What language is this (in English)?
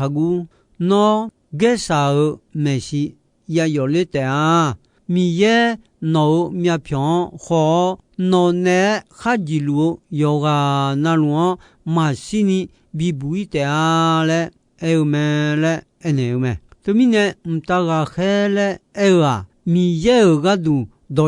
Akha